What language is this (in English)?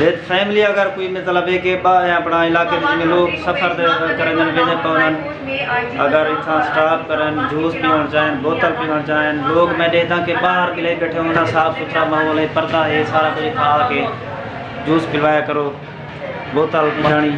Saraiki